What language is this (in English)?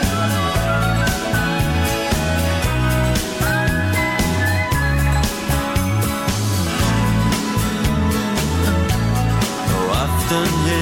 Danish